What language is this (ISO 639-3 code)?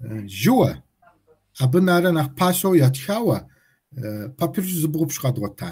kbd